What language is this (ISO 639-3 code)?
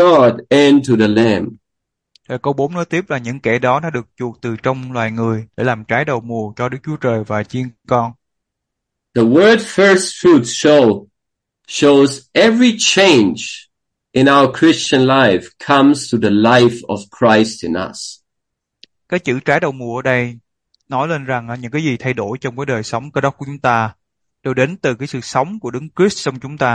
vie